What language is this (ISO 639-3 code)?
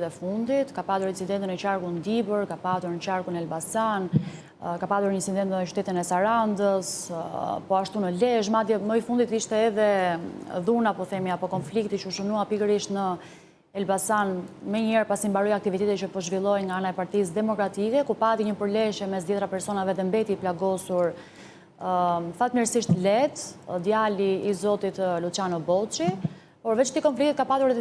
sqi